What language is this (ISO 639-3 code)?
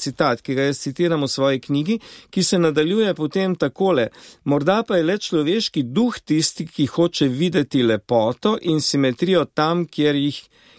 slv